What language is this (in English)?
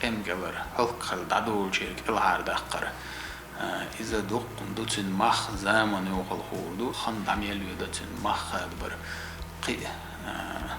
Chechen